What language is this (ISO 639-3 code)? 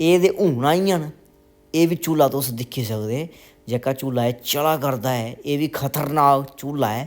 doi